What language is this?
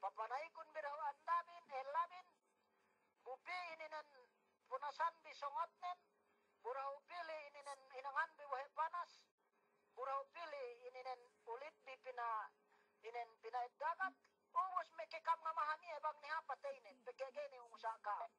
Yakan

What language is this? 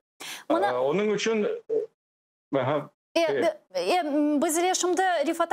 Crimean Tatar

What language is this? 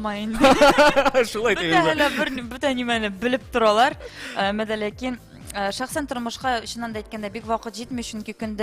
Bashkir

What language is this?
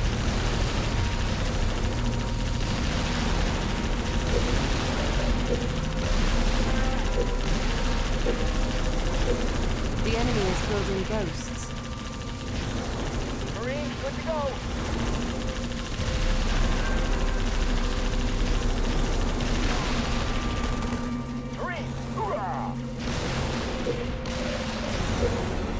English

